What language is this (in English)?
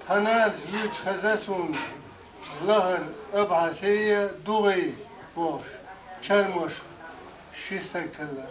Chechen